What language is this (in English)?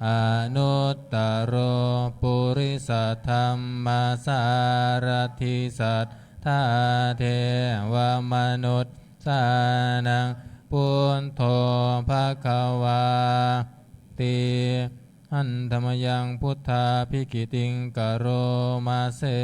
Pali